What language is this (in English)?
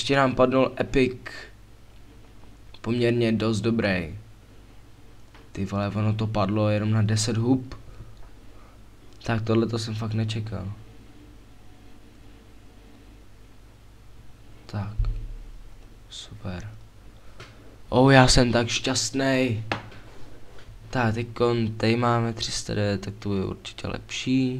Czech